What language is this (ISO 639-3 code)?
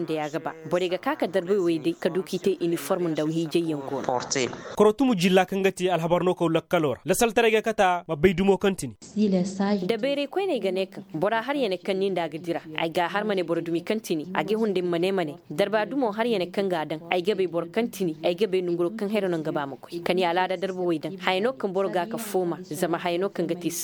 ses